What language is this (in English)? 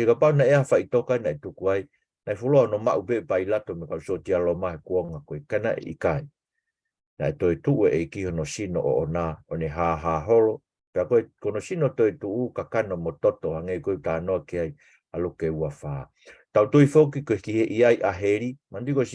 Tongan